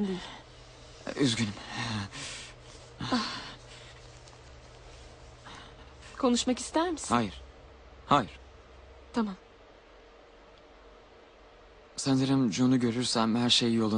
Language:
Turkish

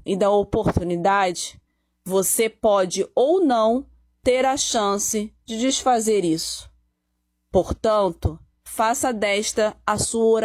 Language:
Portuguese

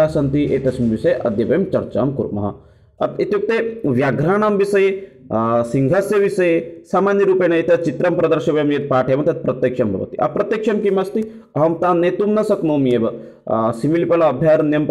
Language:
Sanskrit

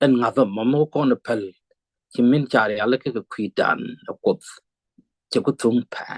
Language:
Nuer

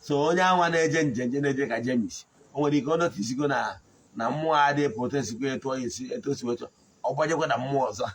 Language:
Igbo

